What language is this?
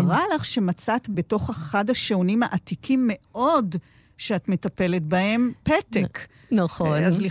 Hebrew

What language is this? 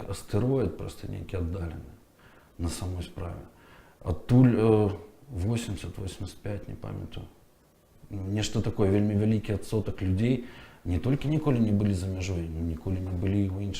Belarusian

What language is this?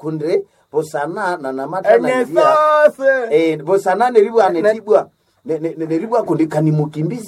Nande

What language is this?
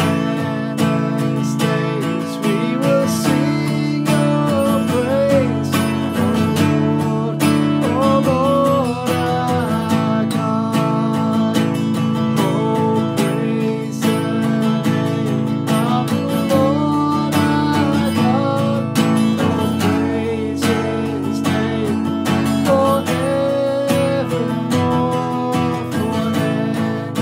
English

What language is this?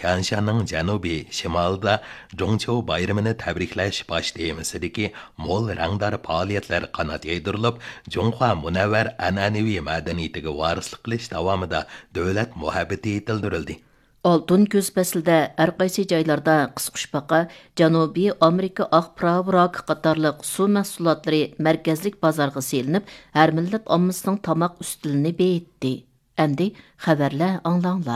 Uyghur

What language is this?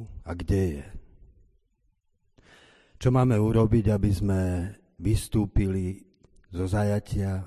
Slovak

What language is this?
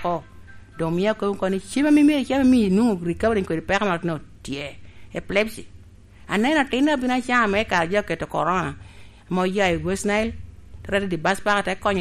Lango (Uganda)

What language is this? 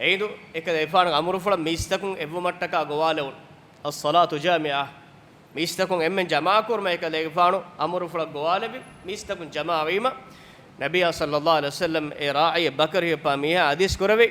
Divehi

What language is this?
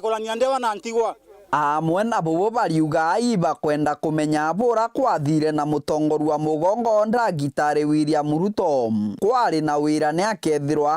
Meru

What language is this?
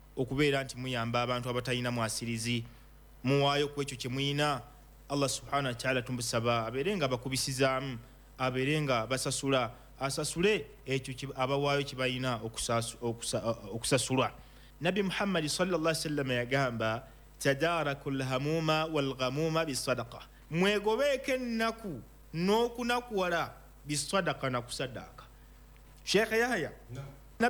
Ganda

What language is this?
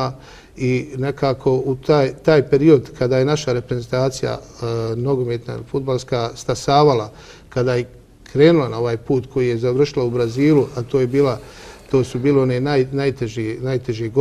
Bosnian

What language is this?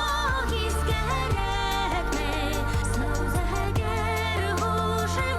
Bashkir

